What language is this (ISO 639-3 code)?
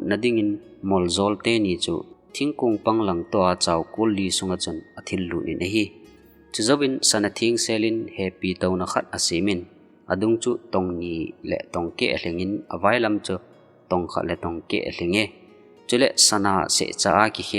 tcz